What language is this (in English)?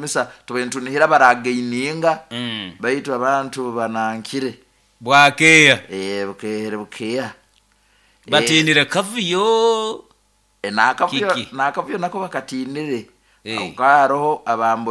Nyoro